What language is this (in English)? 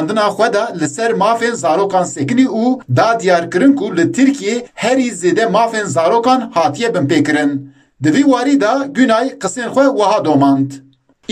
Kurdish